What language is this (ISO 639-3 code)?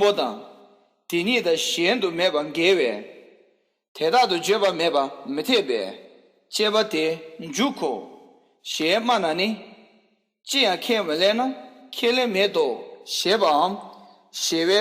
bod